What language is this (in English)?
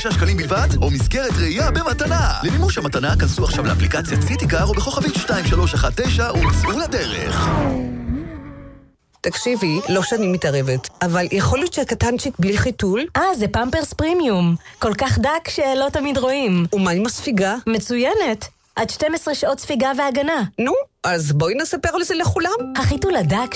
Hebrew